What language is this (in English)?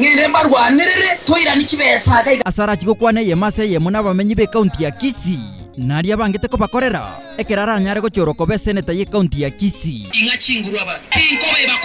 Gusii